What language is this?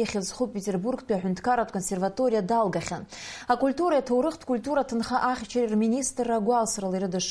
Abkhazian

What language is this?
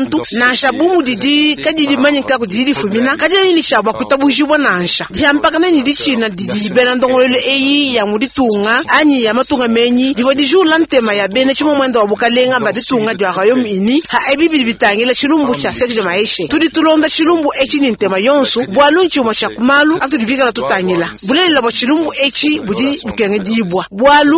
Luba-Lulua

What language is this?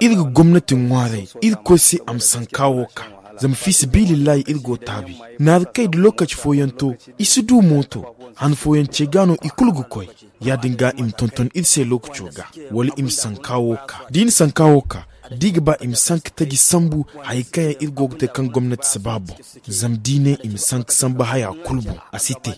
Zarma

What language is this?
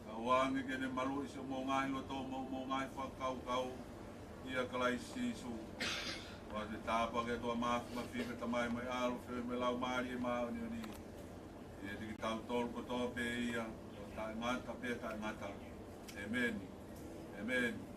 Tongan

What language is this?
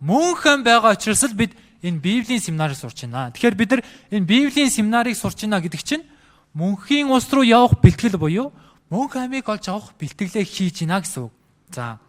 Mongolian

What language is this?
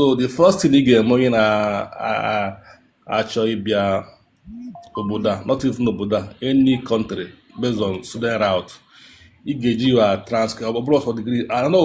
Igbo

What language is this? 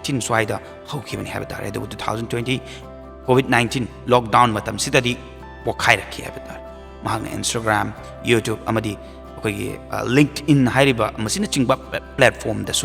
Manipuri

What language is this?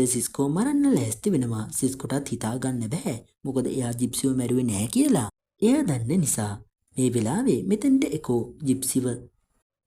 Sinhala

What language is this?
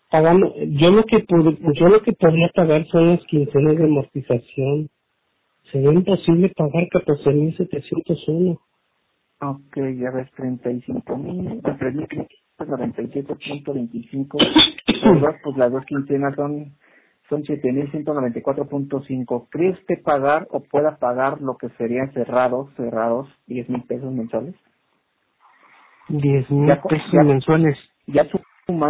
Spanish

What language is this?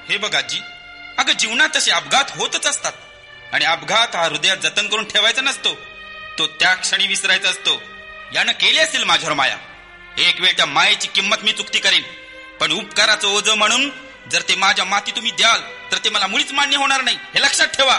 Marathi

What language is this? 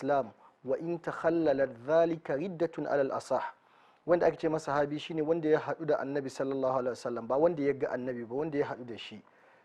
Hausa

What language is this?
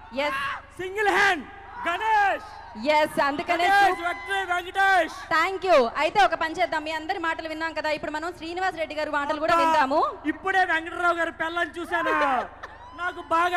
Telugu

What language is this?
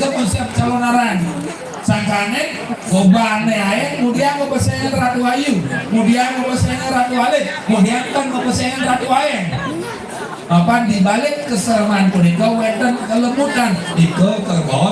Balinese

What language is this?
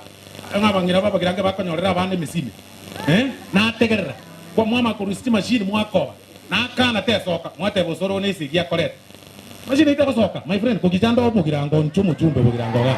Gusii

